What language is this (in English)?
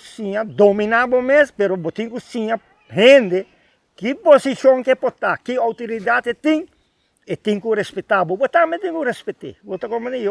Papiamento